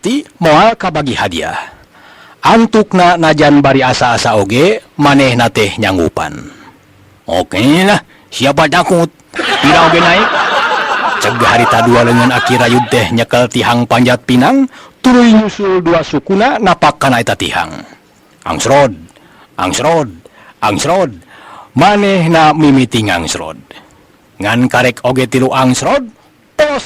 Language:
Sundanese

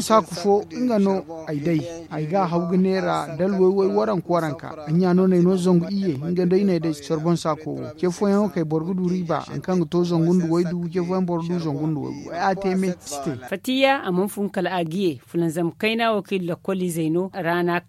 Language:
Zarma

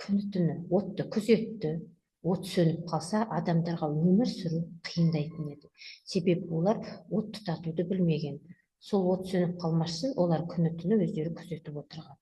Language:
Kazakh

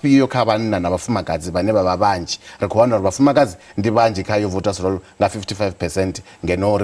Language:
Venda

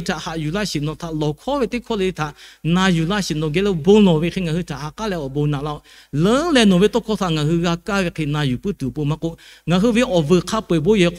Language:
Lahu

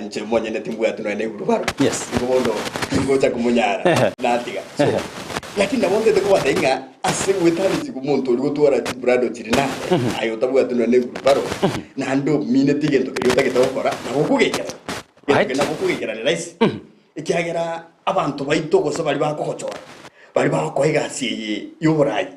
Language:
Gusii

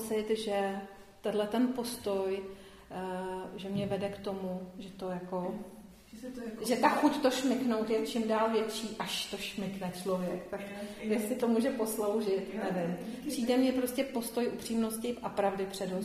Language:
Czech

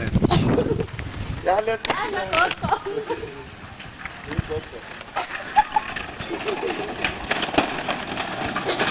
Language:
Spanish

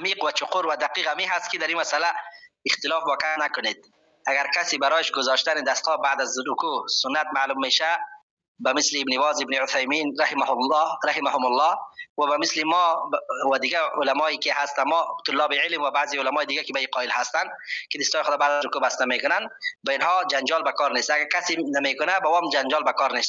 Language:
Persian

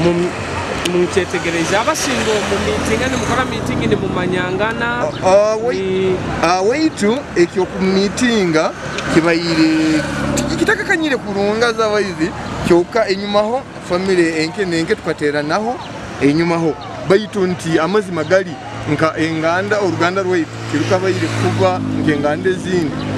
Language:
Nyoro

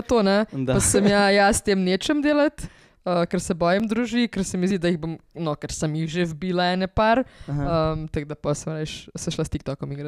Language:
Slovenian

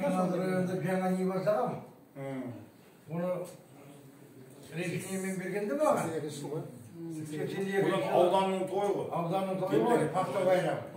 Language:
Kazakh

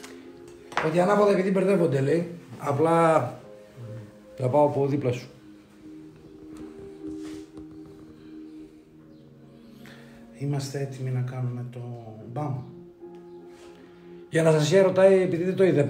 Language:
Greek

